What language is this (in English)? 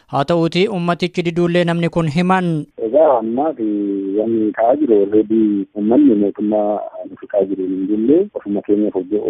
Oromo